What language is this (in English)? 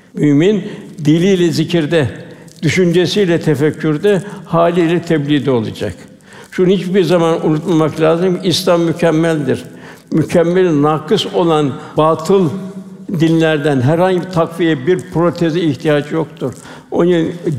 Turkish